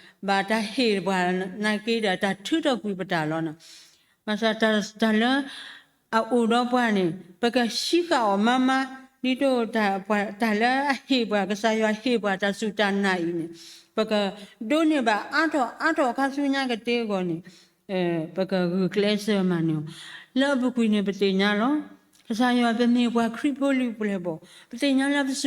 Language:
S'gaw Karen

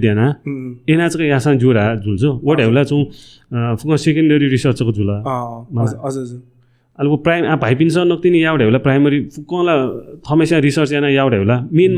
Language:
Newari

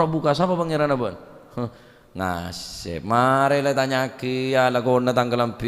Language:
Madurese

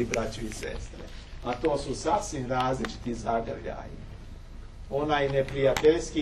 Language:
Serbian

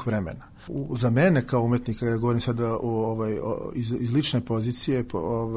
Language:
Serbian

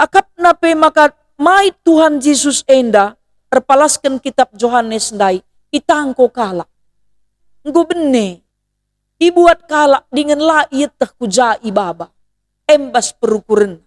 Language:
Batak Karo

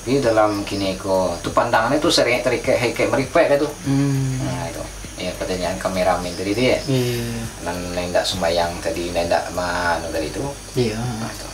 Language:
Minangkabau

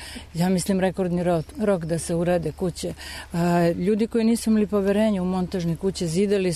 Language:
Serbian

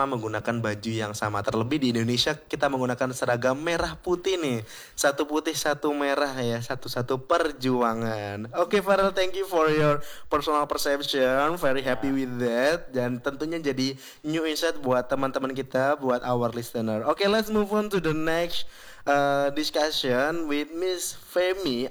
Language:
Indonesian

